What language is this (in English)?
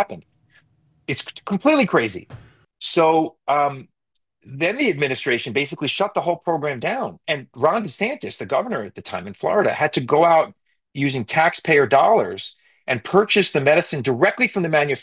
English